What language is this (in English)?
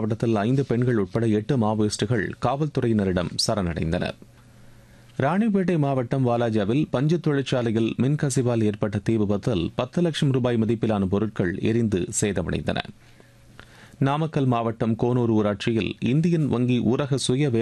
Tamil